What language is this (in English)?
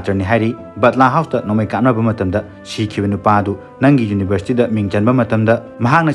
Manipuri